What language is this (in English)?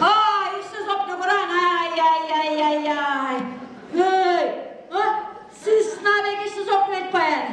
Chuvash